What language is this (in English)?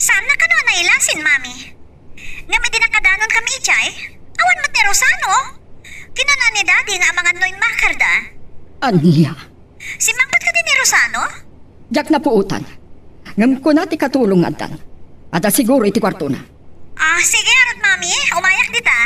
Iloko